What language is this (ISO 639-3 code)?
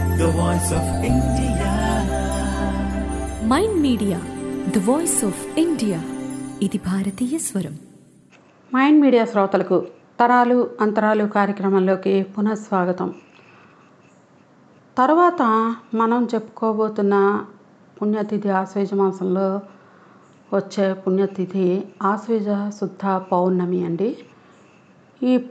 tel